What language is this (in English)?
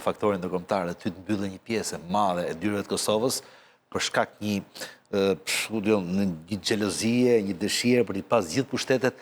Albanian